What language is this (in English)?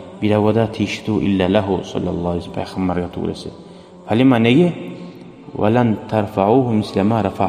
Kumyk